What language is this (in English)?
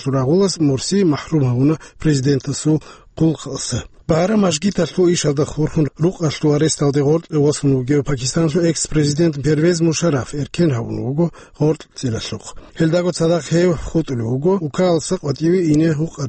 Avaric